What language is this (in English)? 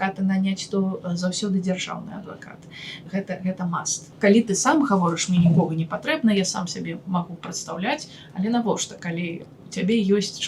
Belarusian